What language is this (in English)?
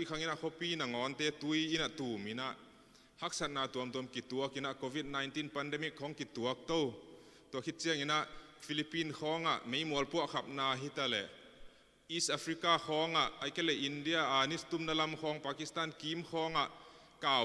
Tedim Chin